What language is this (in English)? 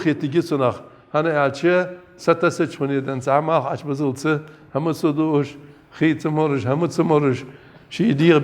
Ingush